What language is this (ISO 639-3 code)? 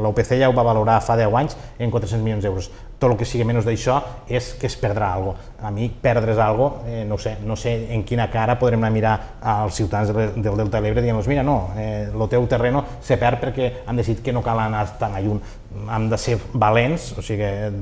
cat